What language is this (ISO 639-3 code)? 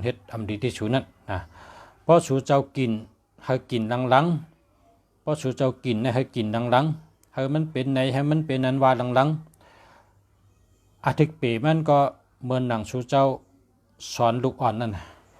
shn